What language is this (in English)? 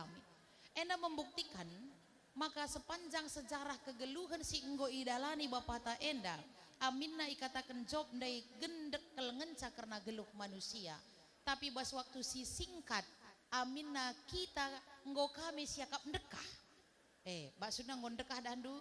Batak Karo